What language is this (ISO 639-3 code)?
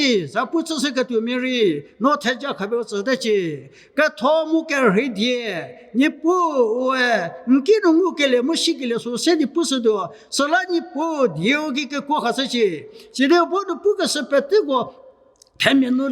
njm